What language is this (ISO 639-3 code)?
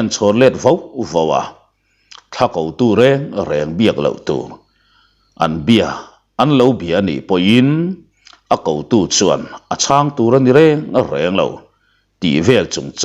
lus